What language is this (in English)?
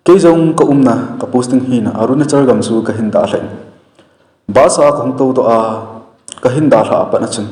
Thado Chin